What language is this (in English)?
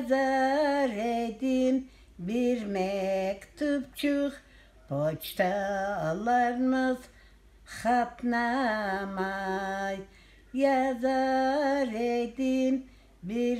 Crimean Tatar